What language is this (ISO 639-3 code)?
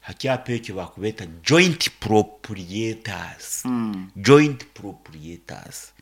nyn